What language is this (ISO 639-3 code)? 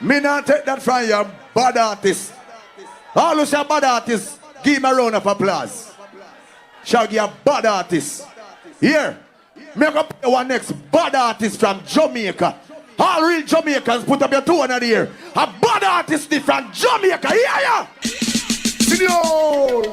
jam